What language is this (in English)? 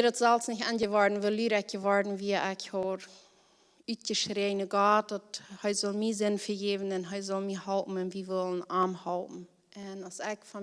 Plautdietsch